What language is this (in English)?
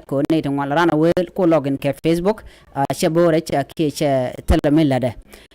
Nuer